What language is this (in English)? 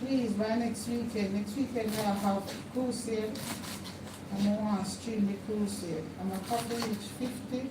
Jamaican Creole English